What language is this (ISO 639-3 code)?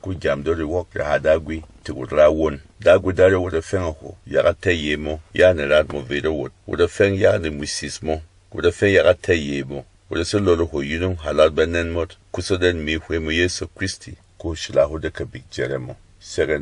bom